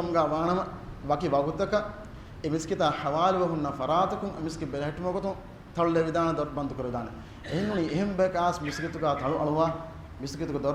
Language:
Divehi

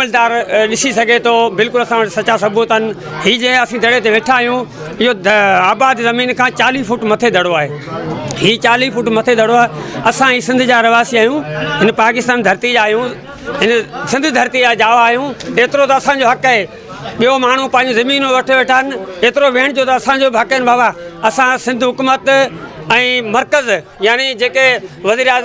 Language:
Sindhi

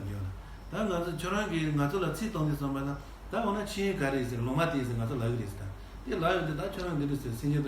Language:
Tibetan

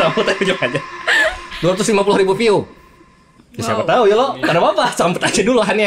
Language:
Banjar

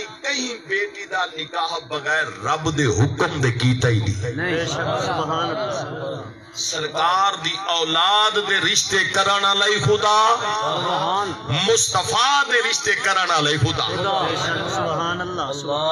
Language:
Saraiki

